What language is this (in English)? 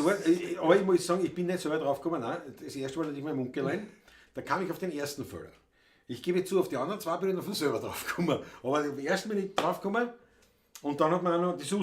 Bavarian